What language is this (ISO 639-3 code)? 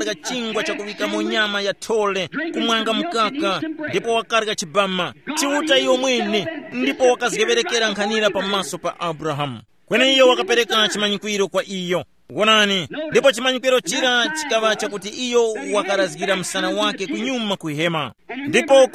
tum